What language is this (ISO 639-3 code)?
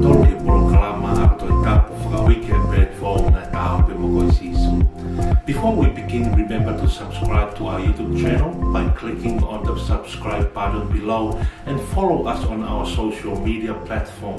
ton